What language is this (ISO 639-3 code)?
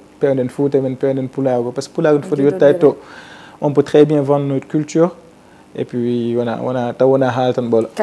ful